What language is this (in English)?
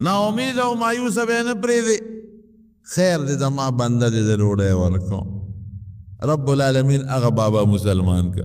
Pashto